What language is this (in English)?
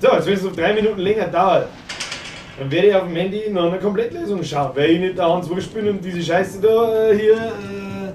Bavarian